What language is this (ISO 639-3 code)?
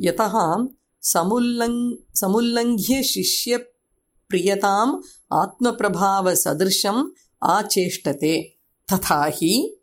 san